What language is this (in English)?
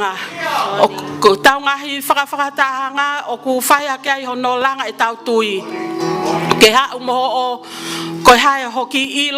Tongan